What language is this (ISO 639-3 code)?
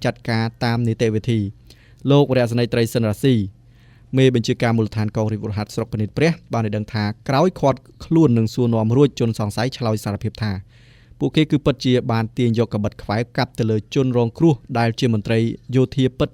khm